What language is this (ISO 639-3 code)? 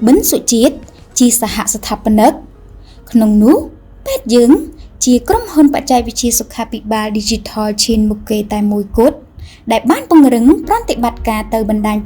khm